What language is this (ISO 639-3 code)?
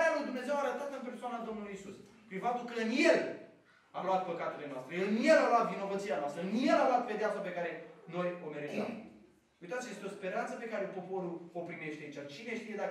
ron